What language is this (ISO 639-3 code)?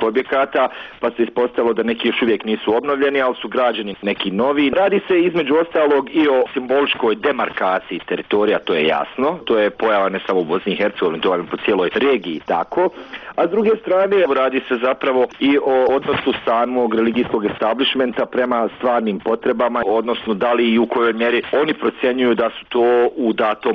bos